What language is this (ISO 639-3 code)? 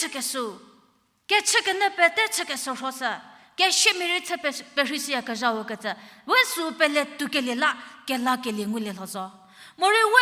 njm